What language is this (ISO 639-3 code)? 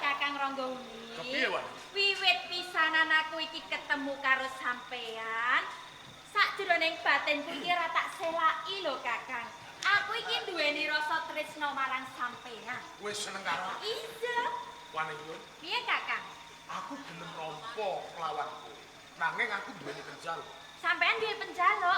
jav